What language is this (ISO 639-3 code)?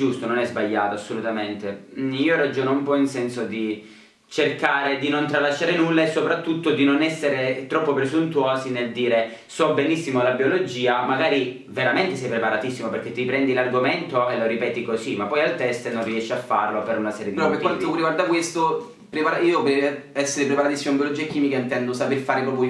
ita